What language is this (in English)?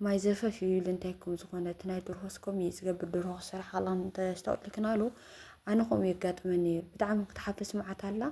Tigrinya